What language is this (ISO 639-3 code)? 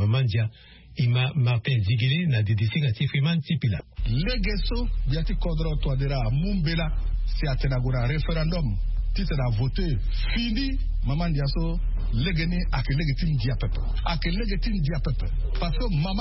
sag